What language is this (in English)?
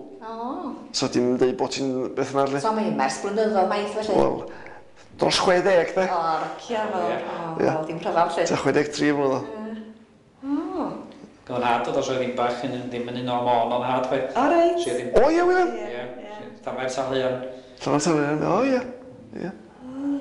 Welsh